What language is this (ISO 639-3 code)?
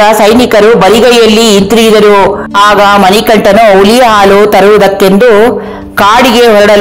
kan